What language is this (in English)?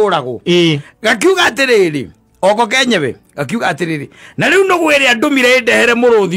Kikuyu